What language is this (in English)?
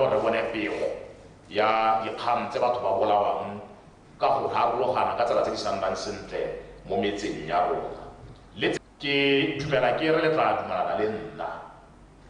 Tswana